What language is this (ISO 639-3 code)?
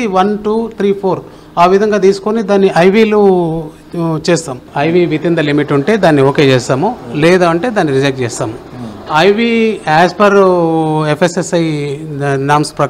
tel